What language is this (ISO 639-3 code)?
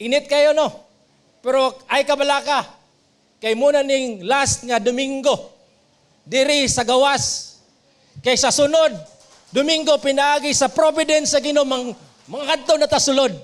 ceb